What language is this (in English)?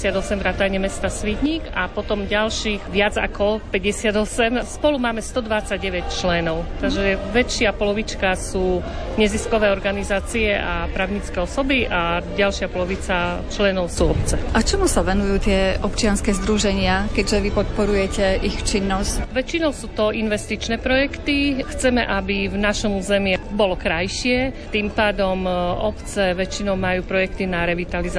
Slovak